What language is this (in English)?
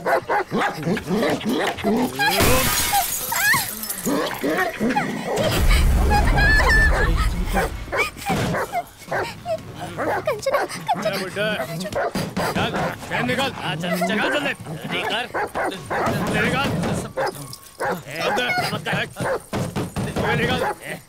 Hindi